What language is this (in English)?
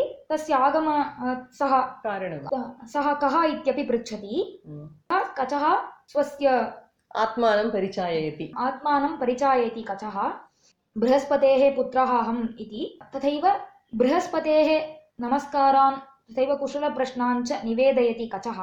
Sanskrit